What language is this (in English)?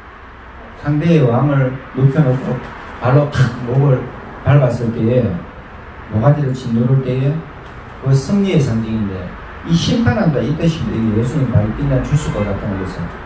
Korean